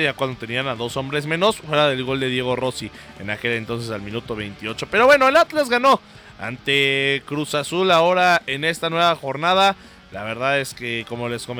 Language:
Spanish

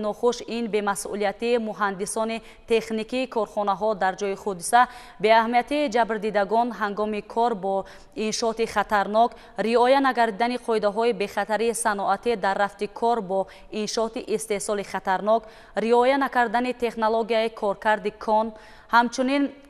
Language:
Tajik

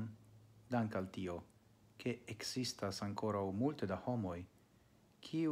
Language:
Esperanto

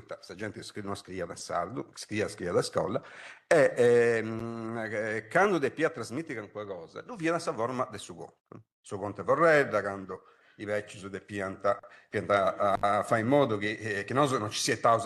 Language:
Sardinian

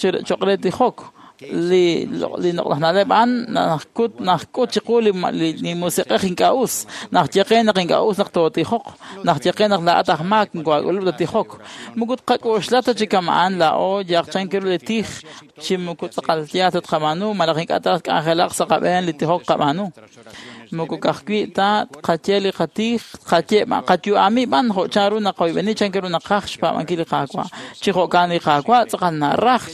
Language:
Kekchí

